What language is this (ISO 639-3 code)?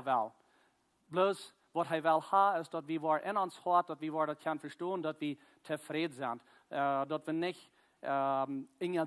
pdt